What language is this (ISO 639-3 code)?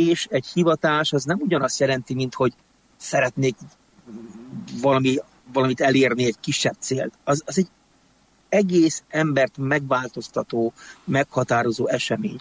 hun